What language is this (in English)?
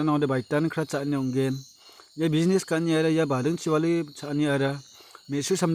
Garo